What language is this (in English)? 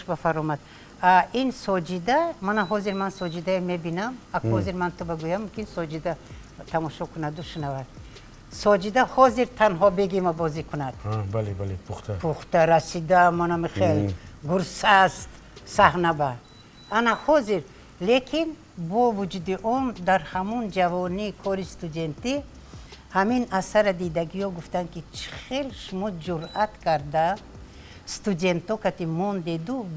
Tajik